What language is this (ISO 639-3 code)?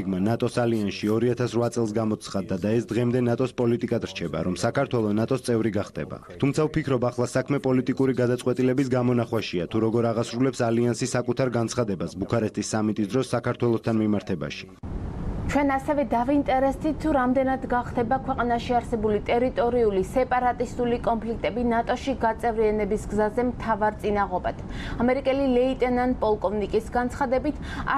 kat